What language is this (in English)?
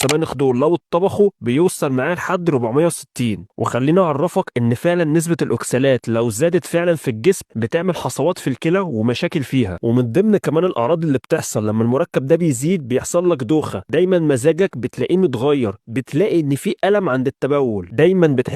Egyptian Arabic